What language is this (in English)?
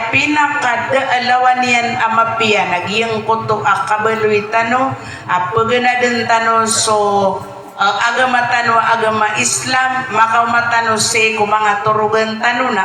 Maranao